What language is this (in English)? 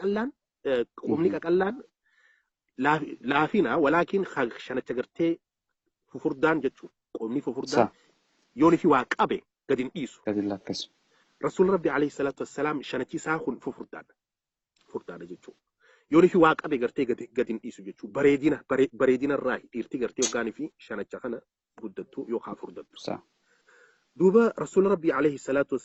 Oromo